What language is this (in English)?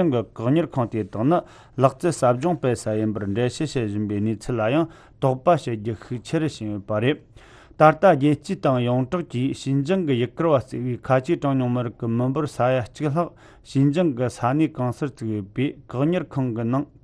Tibetan